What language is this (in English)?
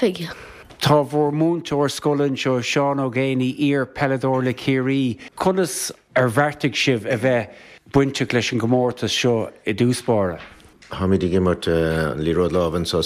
Irish